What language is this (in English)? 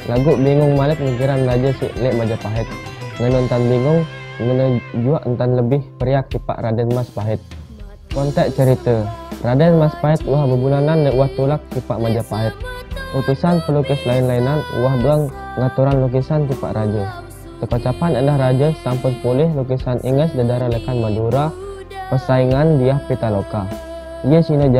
Sasak